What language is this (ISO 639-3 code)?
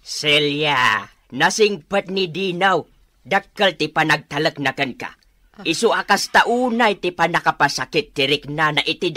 ilo